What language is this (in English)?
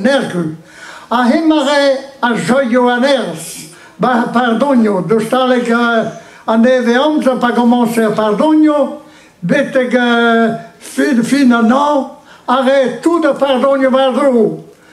Breton